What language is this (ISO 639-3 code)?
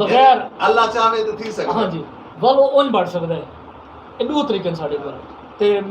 skr